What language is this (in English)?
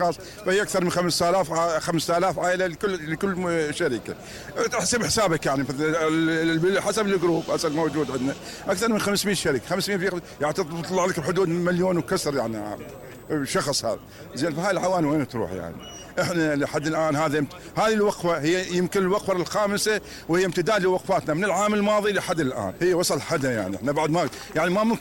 Mesopotamian Arabic